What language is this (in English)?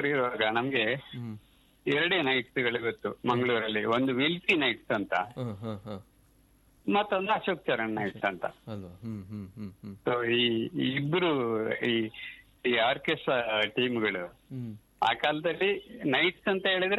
Kannada